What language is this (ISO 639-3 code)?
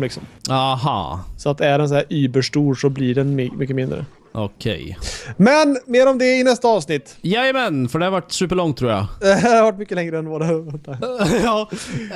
swe